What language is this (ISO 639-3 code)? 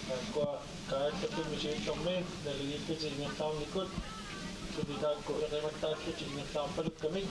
kal